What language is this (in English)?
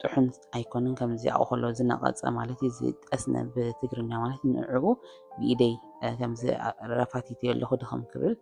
Tigrinya